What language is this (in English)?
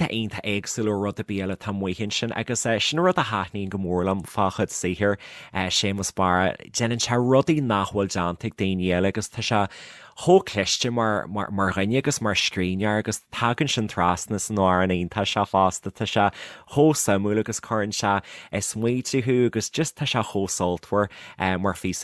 Irish